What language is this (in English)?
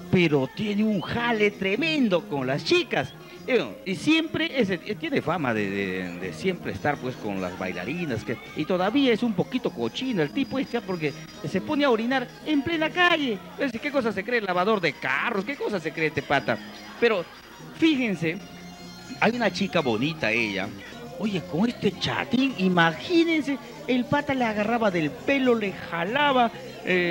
Spanish